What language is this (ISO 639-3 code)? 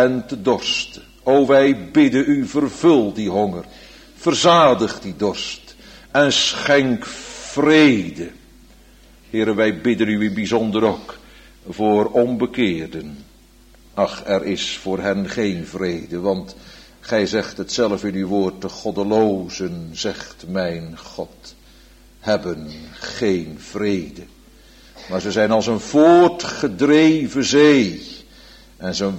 nld